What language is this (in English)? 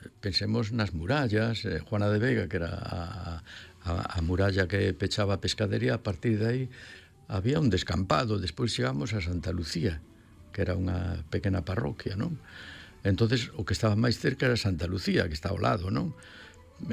Galician